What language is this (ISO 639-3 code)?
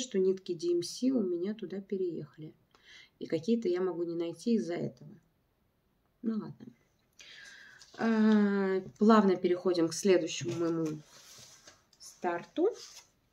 rus